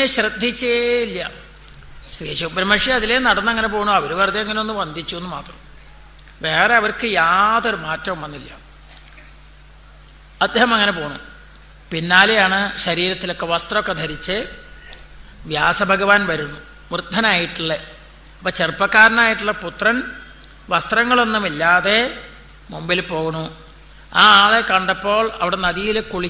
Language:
Malayalam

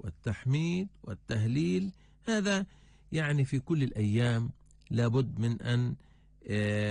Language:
Arabic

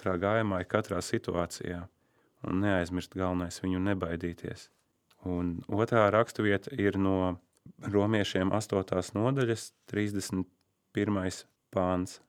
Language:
Latvian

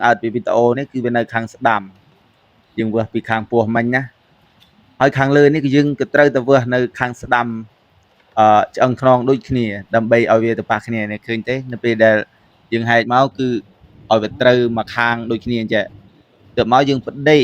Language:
Khmer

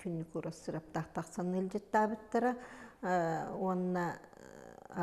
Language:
Yakut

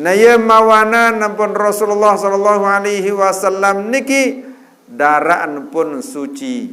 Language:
Sasak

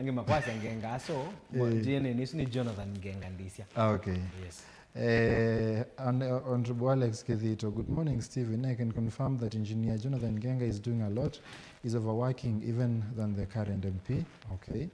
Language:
Kamba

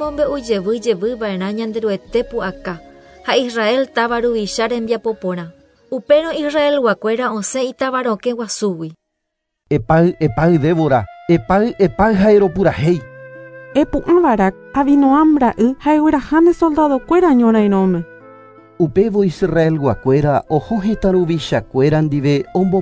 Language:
Guarani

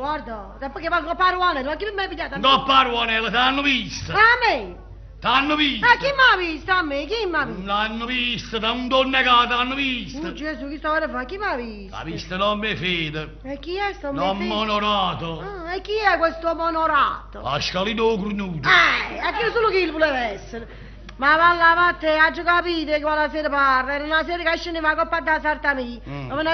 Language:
Neapolitan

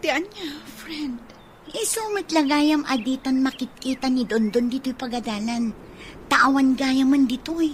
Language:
Iloko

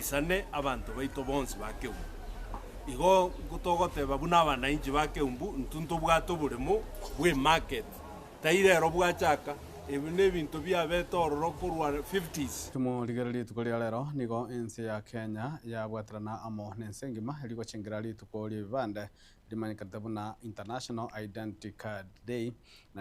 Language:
Gusii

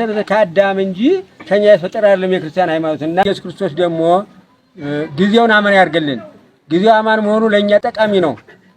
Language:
Amharic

